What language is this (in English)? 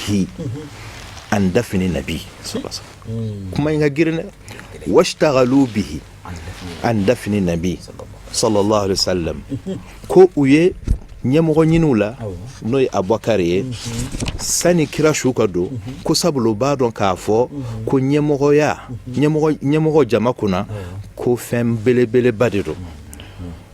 Bambara